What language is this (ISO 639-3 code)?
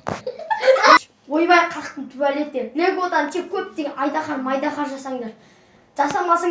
kaz